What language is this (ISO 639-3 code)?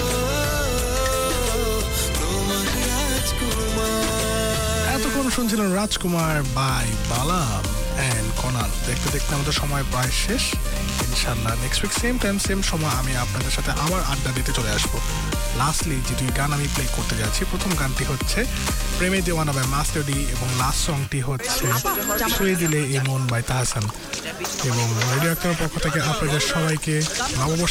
ben